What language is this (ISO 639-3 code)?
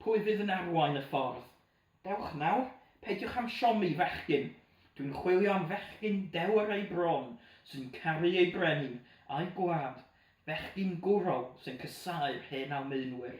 cym